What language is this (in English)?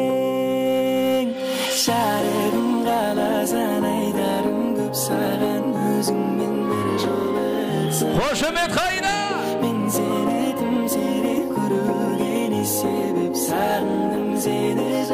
Kara-Kalpak